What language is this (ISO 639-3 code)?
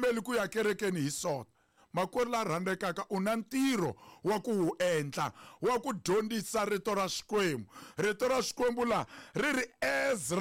tso